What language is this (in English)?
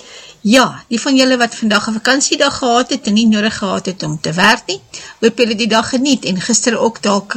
Afrikaans